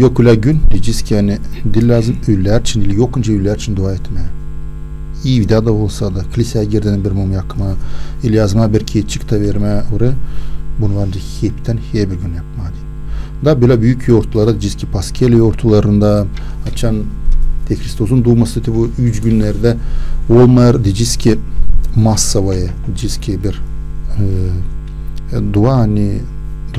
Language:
Gagauz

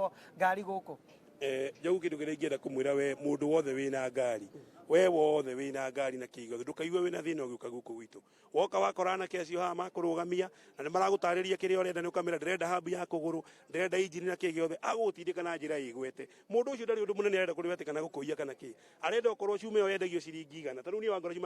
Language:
Kikuyu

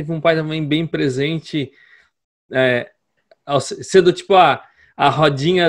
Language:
Portuguese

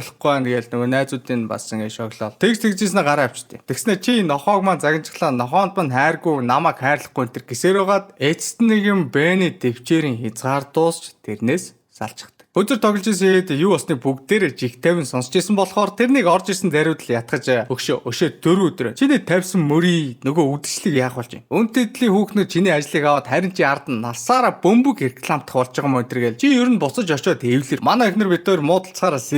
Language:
Mongolian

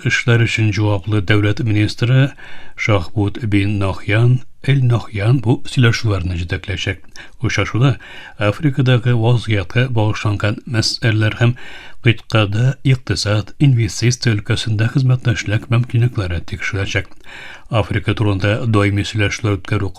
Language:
Tatar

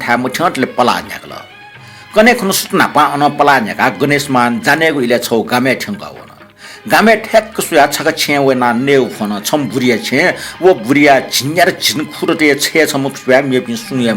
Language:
Newari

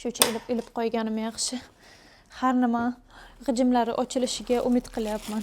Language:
Uzbek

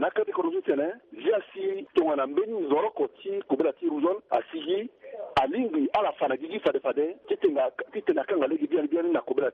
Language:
Sango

